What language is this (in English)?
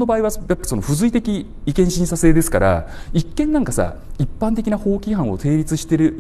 Japanese